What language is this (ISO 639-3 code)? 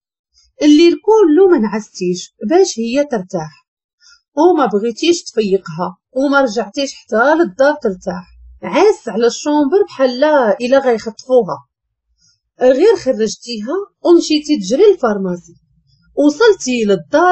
ary